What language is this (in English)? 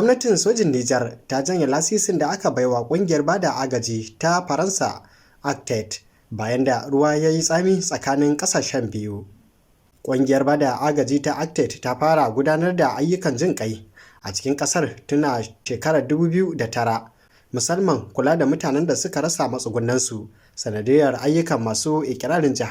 Hausa